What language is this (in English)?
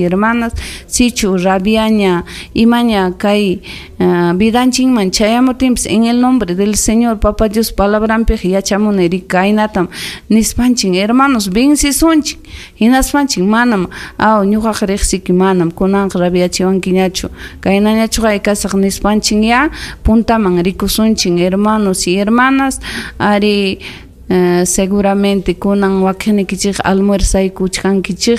Ayacucho Quechua